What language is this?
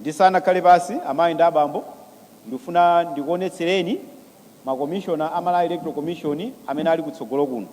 Nyanja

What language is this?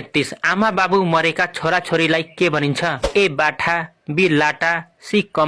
Nepali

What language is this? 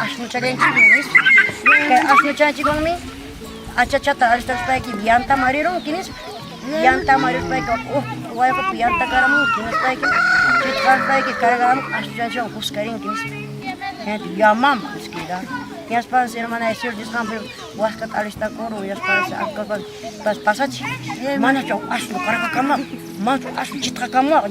Ayacucho Quechua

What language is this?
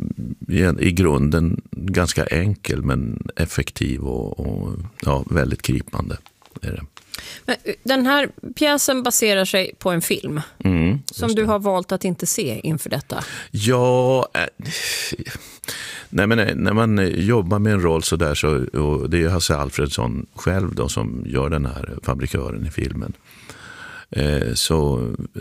Swedish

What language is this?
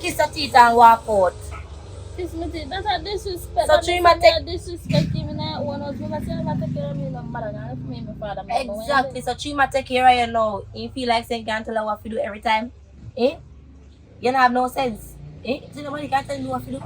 Jamaican Creole English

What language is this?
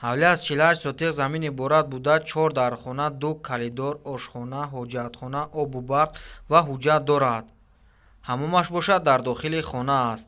Tajik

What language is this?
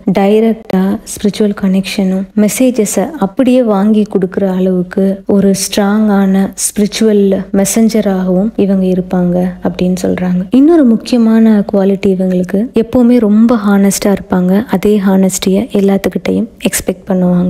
Tamil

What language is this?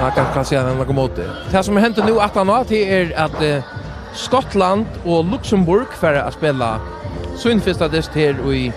Faroese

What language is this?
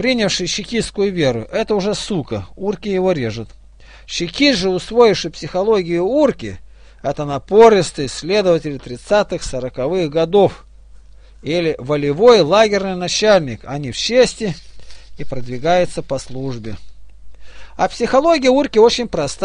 Russian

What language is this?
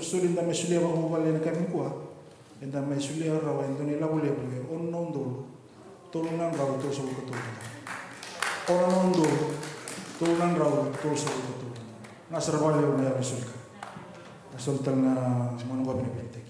Fijian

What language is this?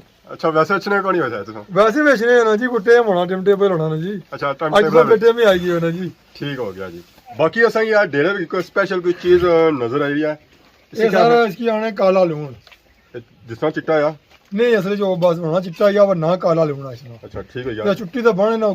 Pahari-Potwari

